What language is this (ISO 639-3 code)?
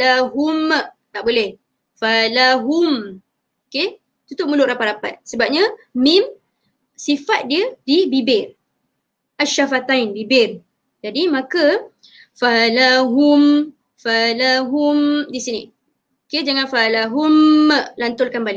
msa